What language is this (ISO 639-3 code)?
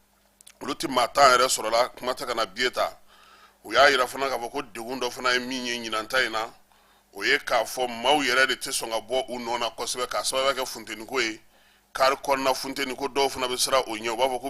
bam